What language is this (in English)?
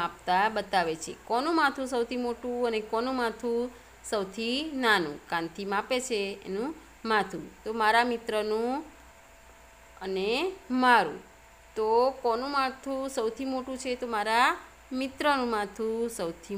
Gujarati